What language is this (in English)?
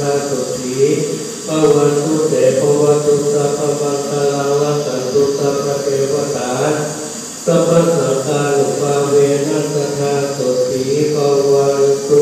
Pali